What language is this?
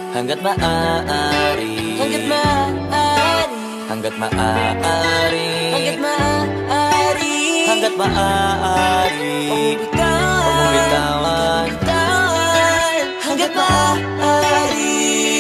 Filipino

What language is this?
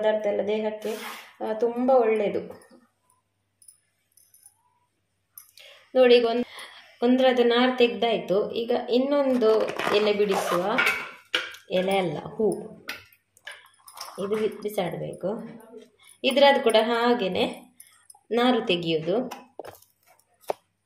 Kannada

